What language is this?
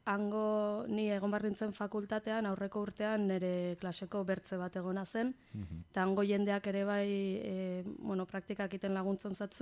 Basque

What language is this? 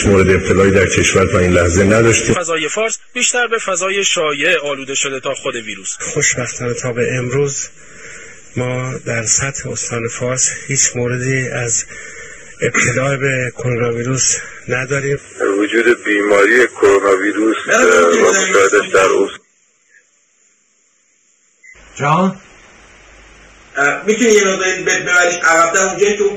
Persian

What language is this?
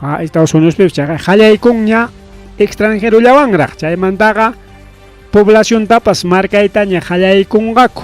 Ayacucho Quechua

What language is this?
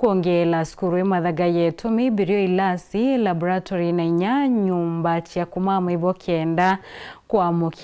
Meru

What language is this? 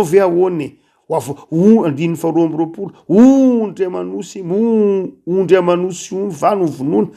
Malagasy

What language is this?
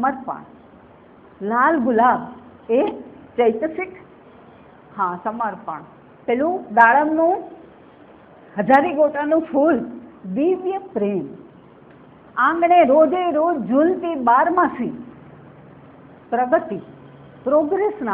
Gujarati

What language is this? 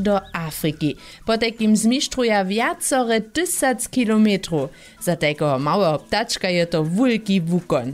Upper Sorbian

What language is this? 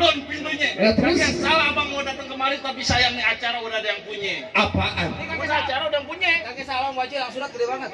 Betawi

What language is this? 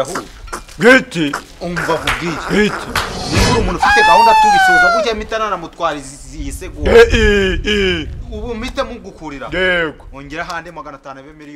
Kinyarwanda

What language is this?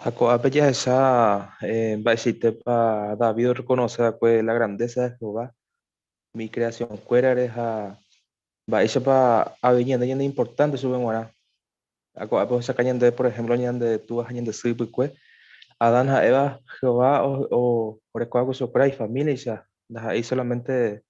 Guarani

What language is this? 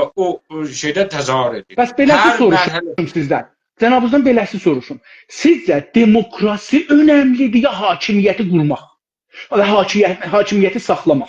South Azerbaijani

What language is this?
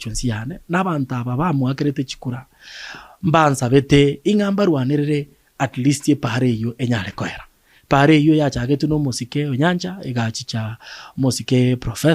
Gusii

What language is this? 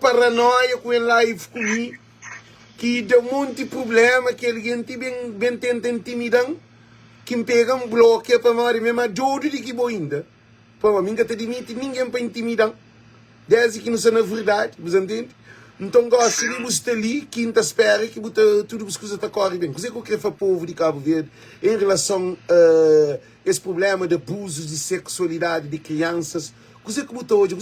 Kabuverdianu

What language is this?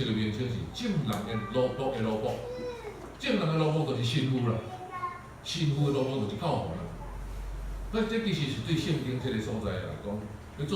Min Nan Chinese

